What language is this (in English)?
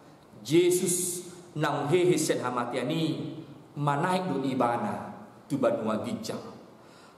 Batak Toba